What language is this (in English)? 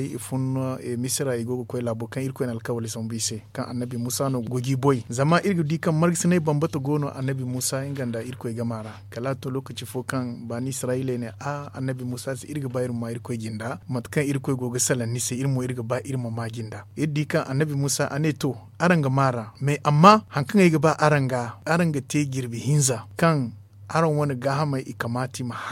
Zarma